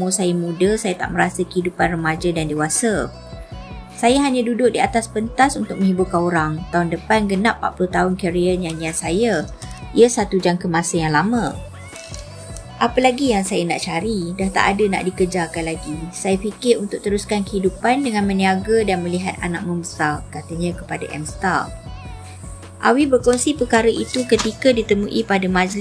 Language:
Malay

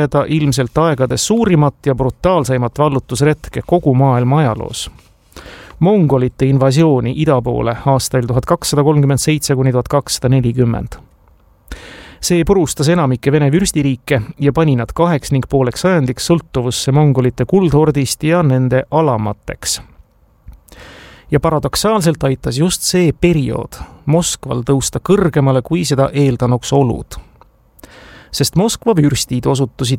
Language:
Estonian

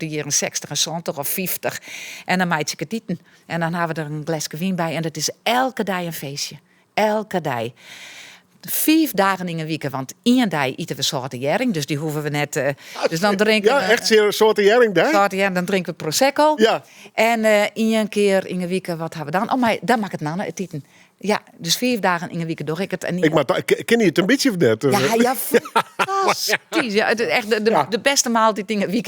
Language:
Western Frisian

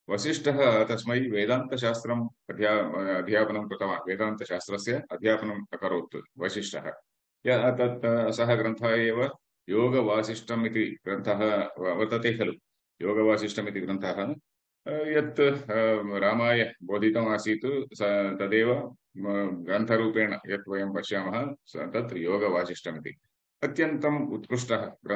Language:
Sanskrit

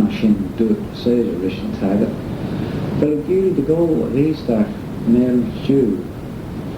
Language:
Manx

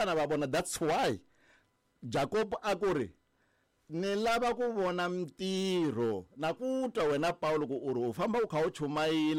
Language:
Tsonga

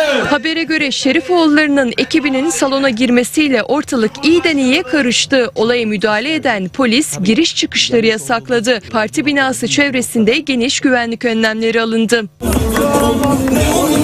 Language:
Turkish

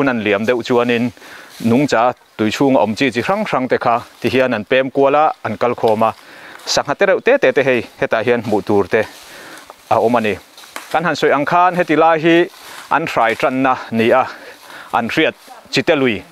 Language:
Mizo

